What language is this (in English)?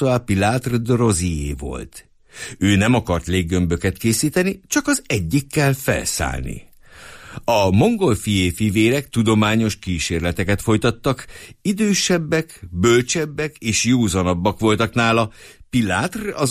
Hungarian